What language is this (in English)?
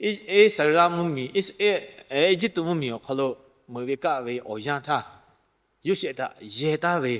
Lahu